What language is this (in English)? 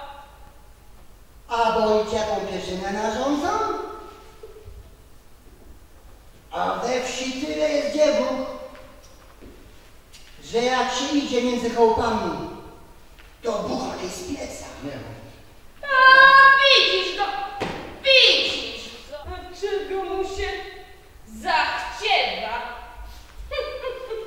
Polish